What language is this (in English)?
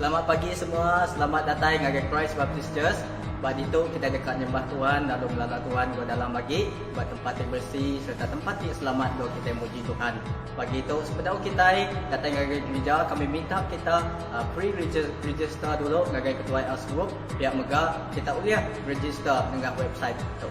Iban